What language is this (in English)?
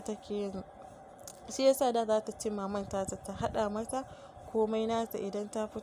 Hausa